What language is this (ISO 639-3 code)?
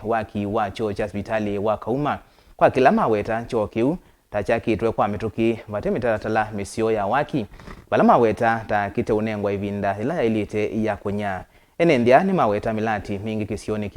kam